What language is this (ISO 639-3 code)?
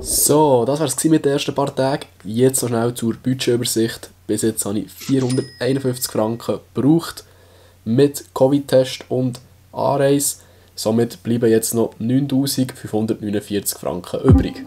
gsw